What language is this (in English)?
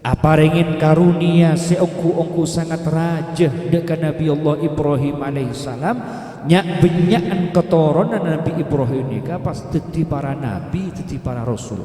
Madurese